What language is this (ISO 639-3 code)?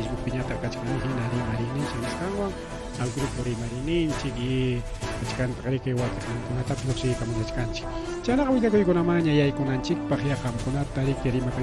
quy